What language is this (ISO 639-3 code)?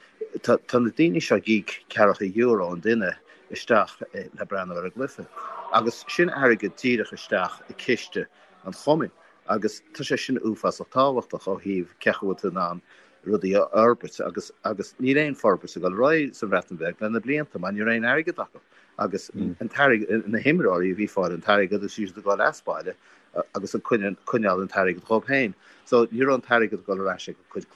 gle